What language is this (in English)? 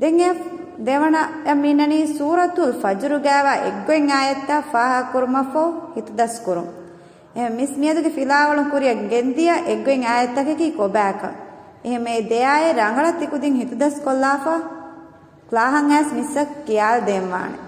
Divehi